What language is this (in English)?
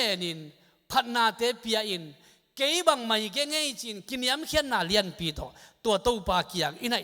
Tedim Chin